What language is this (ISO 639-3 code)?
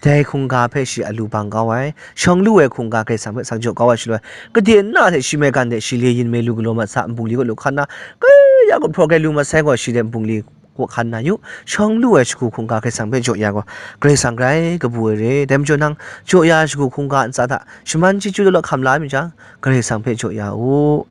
kac